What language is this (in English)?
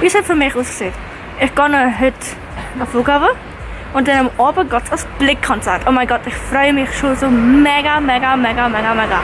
Swiss German